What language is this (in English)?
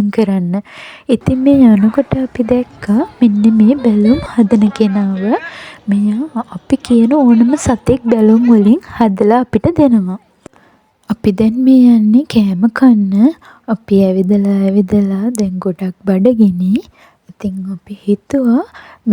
Sinhala